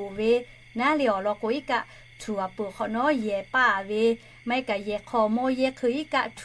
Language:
Lahu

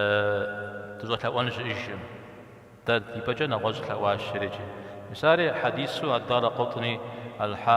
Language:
Kabardian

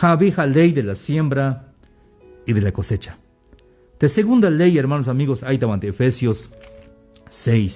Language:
Tzeltal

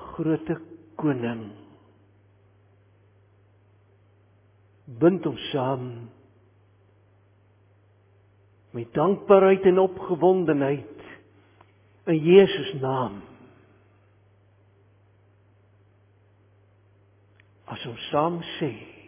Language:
Afrikaans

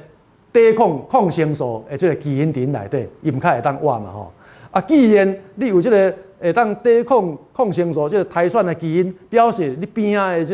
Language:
Min Nan Chinese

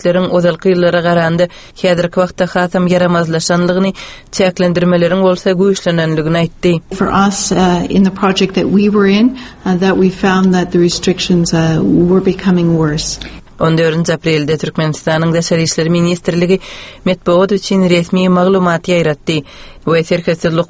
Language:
Turkmen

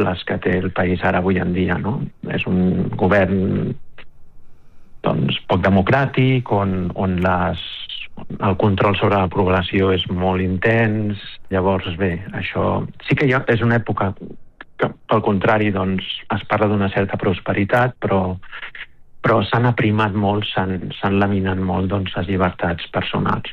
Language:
Catalan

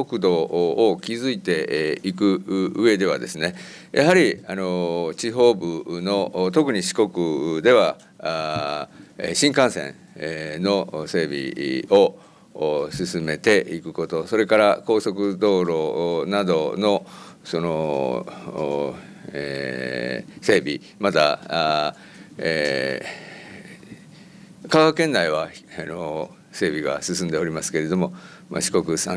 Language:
Japanese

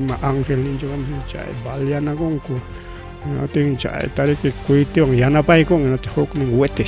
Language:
Ayacucho Quechua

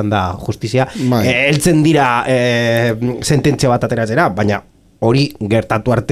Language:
Basque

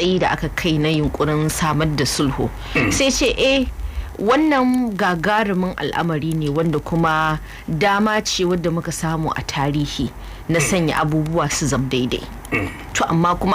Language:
Hausa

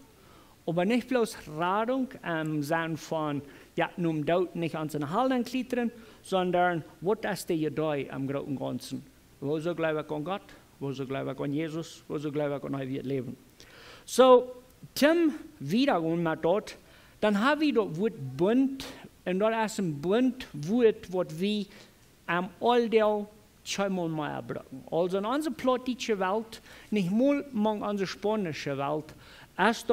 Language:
Plautdietsch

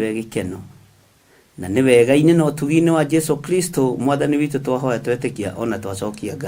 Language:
Kikuyu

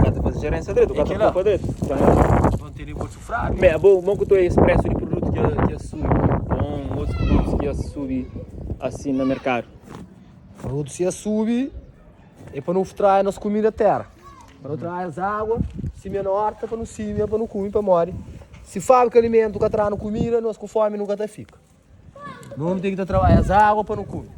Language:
Kabuverdianu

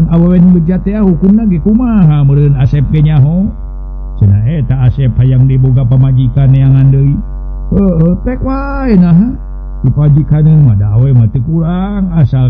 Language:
Sundanese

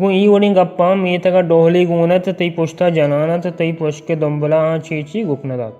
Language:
Baluchi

